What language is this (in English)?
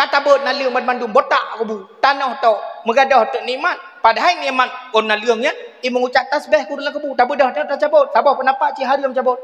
Achinese